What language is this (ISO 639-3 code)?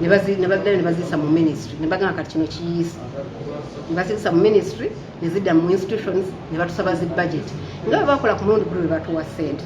lug